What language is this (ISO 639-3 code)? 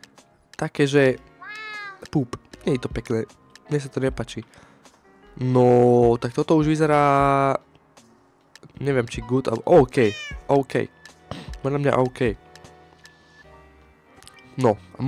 slk